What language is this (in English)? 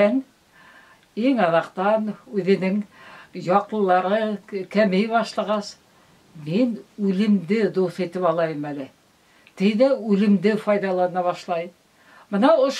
Bashkir